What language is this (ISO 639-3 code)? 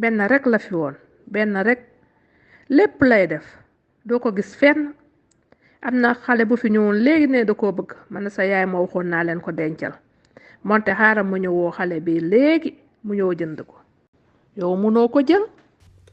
wol